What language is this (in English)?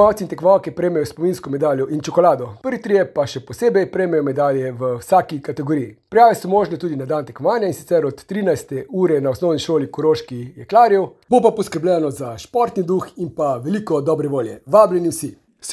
Slovenian